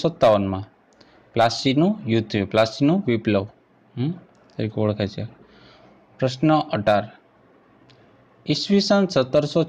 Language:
Gujarati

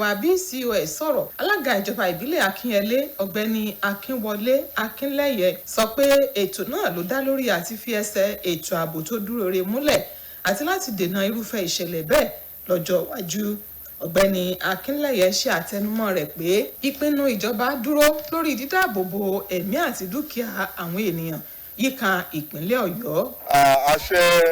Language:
Yoruba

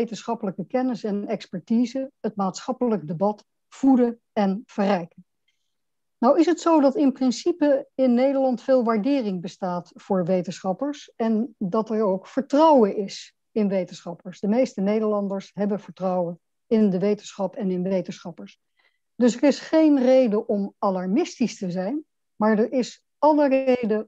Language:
Dutch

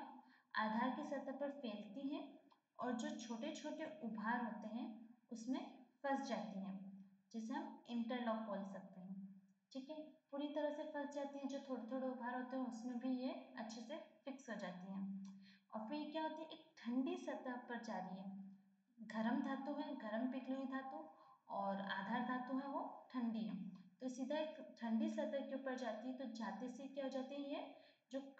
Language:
Hindi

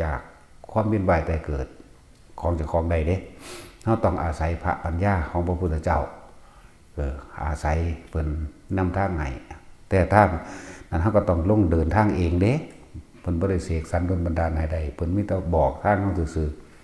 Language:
Northeastern Thai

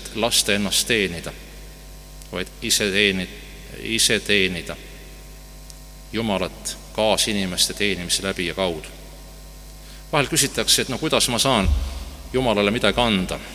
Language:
Estonian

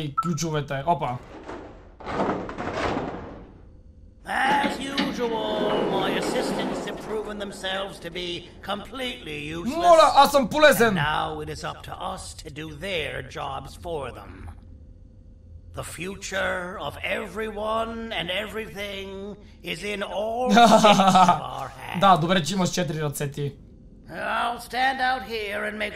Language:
Bulgarian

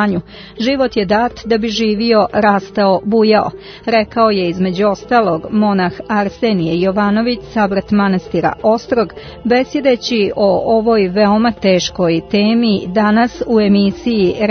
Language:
Serbian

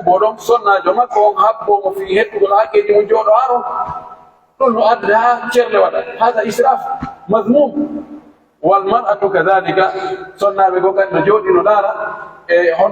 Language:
Pular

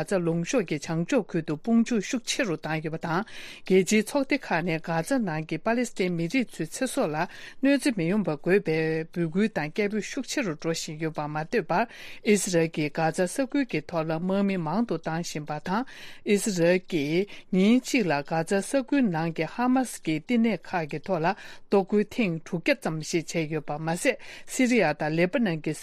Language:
Tibetan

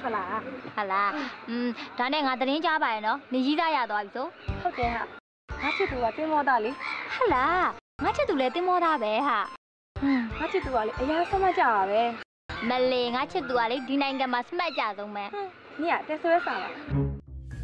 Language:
Burmese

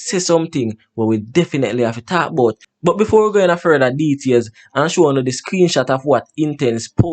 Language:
Jamaican Creole English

